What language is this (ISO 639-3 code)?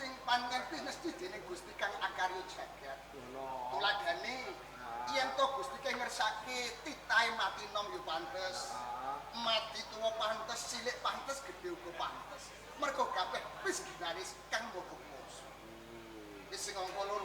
jav